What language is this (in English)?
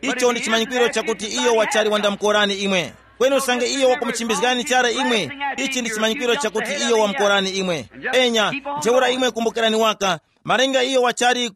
Tumbuka